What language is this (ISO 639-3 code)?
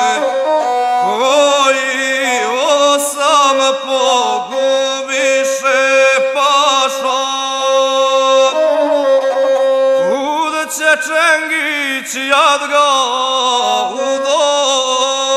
hrv